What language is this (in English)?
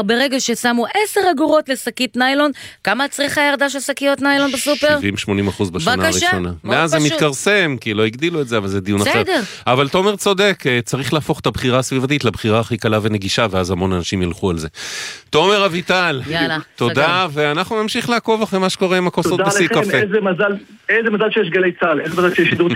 Hebrew